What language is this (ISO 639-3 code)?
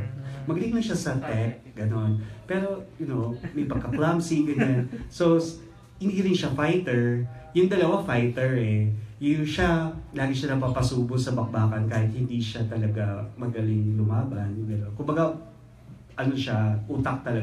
fil